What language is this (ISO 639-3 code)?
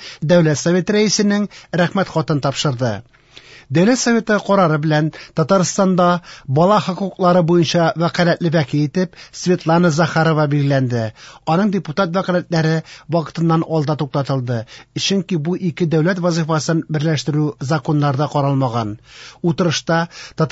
tat